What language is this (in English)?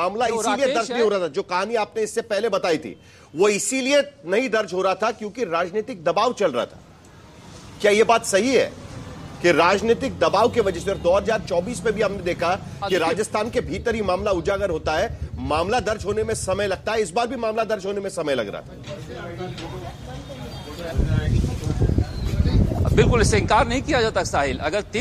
Hindi